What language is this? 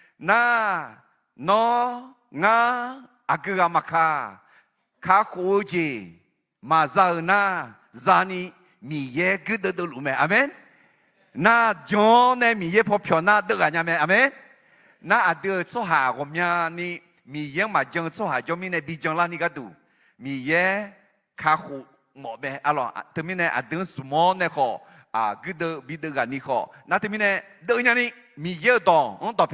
Akha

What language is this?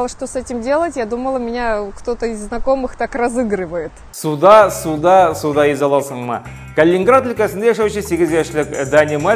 Tatar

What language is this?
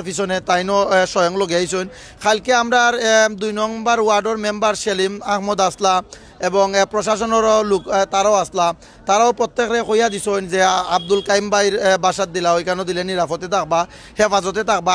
Sylheti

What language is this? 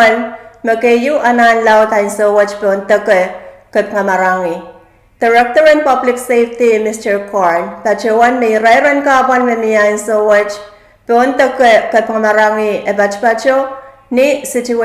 Pohnpeian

